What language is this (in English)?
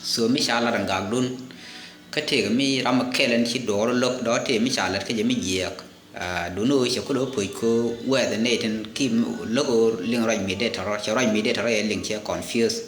Nuer